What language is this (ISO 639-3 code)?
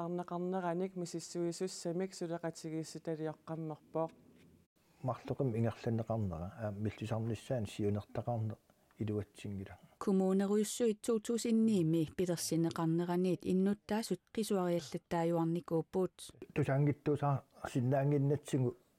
kal